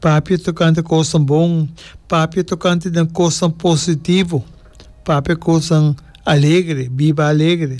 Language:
Papiamento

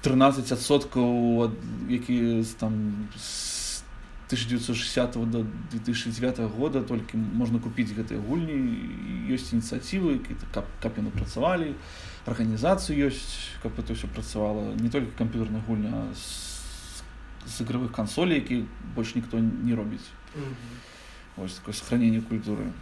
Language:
Belarusian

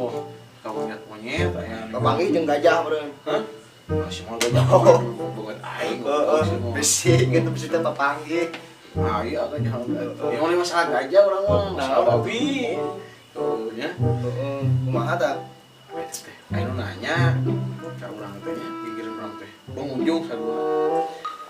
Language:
Sundanese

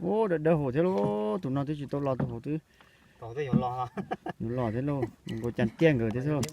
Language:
Hmong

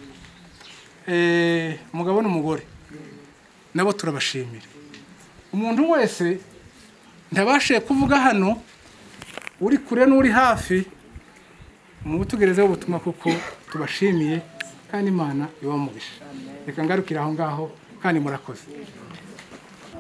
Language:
Kinyarwanda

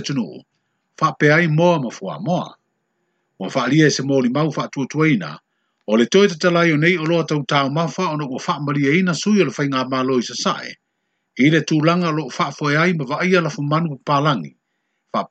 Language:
Samoan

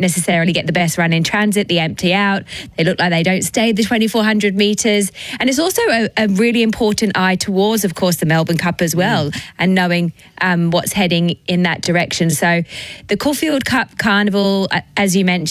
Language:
English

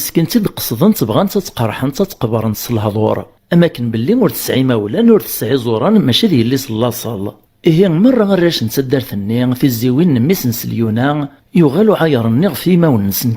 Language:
Kabyle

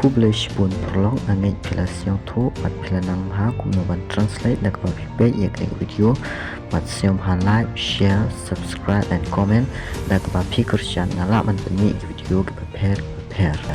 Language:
Khasi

